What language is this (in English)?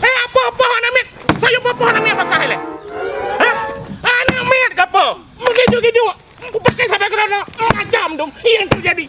Achinese